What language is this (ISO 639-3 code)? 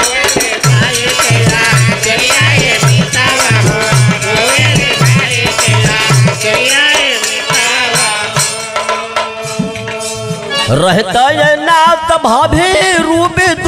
bho